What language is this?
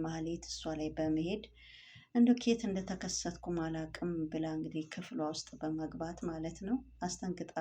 Amharic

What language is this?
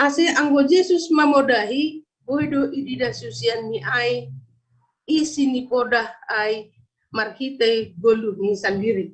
Batak Simalungun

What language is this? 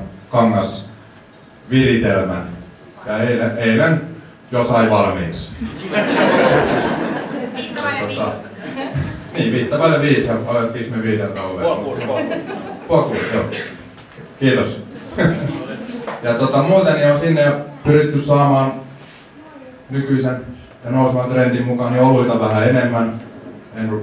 Finnish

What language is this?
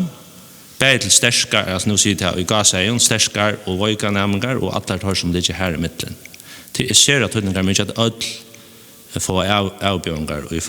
Faroese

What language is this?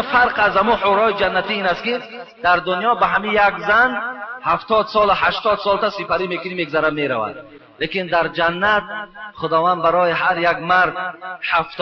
Tajik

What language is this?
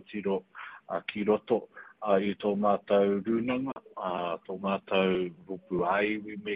Māori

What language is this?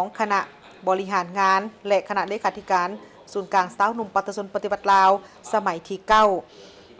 Lao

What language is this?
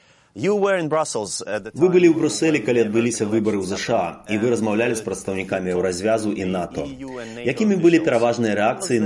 Belarusian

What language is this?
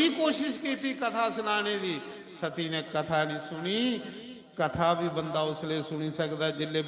Dogri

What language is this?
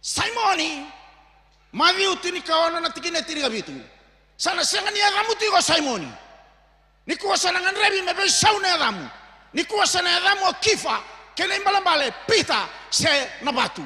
Fijian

